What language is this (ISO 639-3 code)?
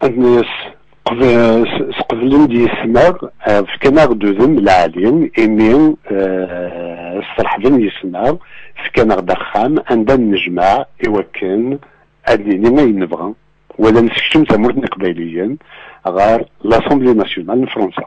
kab